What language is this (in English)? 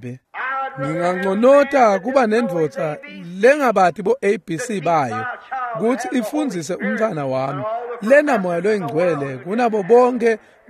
Swati